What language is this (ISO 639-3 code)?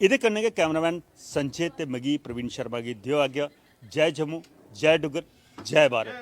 doi